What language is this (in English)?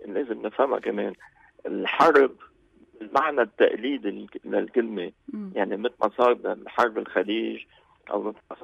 North Levantine Arabic